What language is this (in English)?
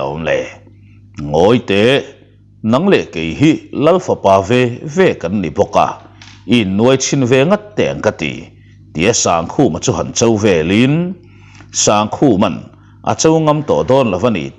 Mizo